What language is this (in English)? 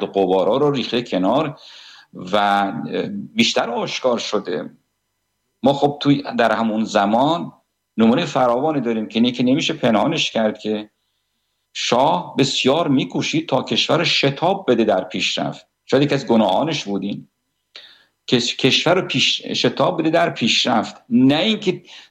Persian